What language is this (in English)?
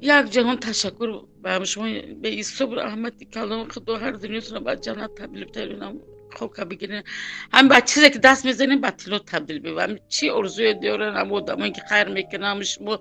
Tajik